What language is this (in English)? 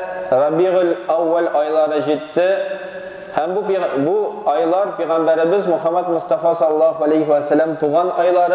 Tatar